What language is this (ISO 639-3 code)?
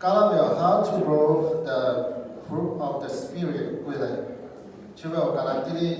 lhu